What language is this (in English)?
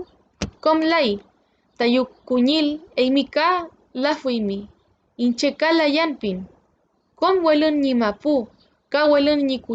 Mapuche